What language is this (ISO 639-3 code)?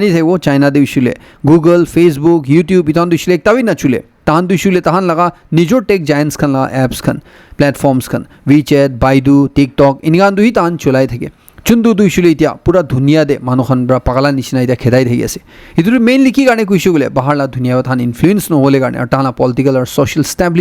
nag